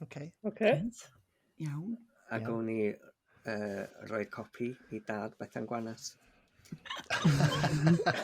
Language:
Welsh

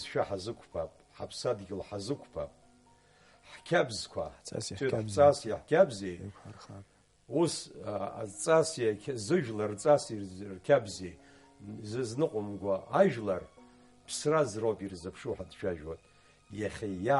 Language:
Abkhazian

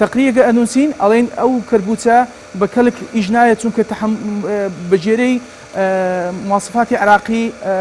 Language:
Central Kurdish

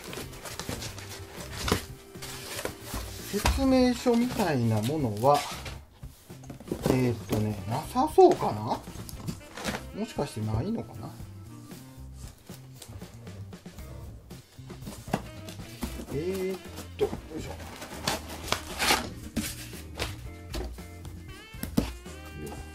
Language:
Japanese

